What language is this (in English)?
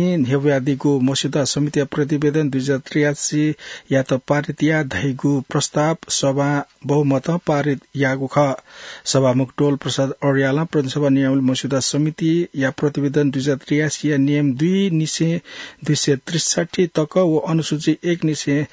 Newari